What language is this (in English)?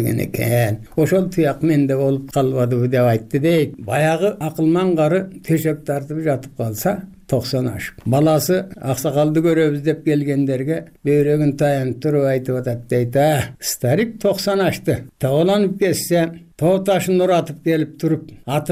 Kyrgyz